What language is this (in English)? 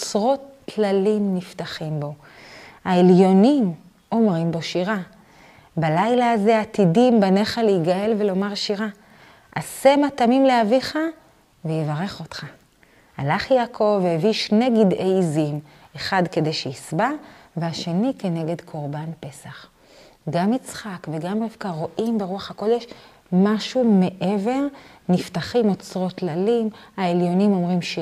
Hebrew